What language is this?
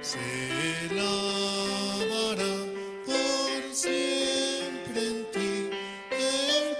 Aymara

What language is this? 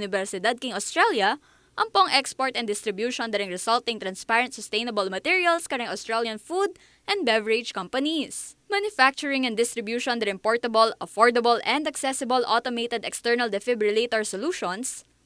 Pampanga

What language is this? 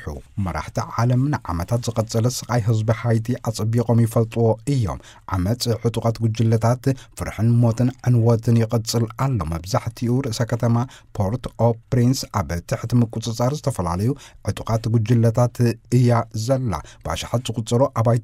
Tigrinya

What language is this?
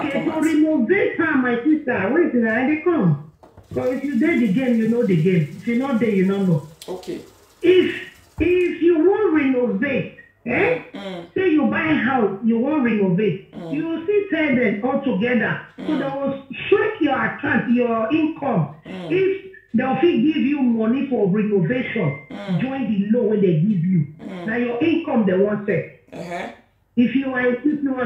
Nigerian Pidgin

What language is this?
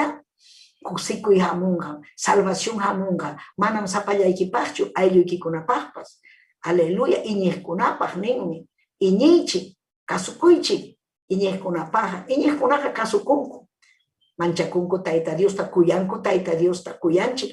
Ayacucho Quechua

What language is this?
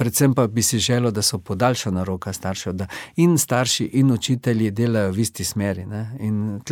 Slovenian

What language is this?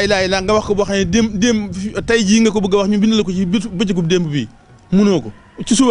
Wolof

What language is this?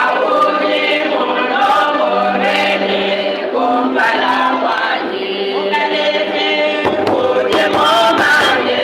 Luba-Lulua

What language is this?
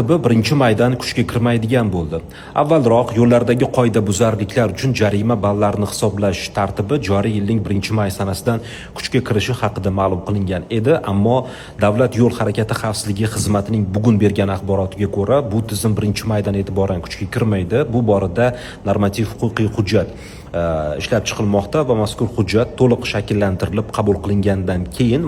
Uzbek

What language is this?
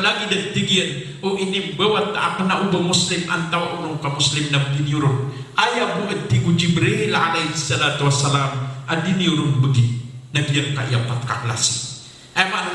Maranao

